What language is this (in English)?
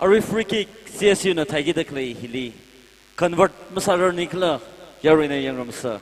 Tangkhul Naga (India)